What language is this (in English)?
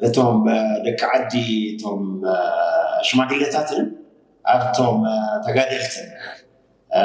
Tigrinya